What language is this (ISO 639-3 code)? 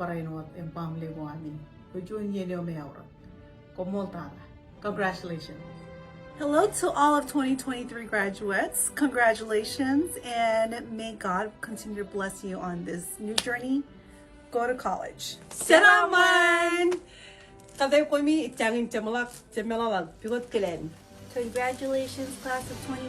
mah